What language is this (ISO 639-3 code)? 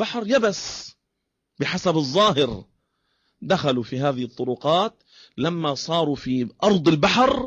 ara